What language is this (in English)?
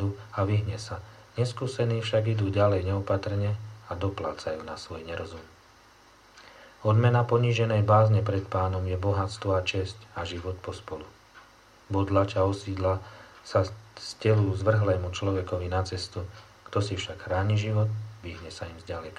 Slovak